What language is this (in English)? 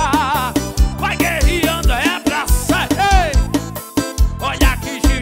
Portuguese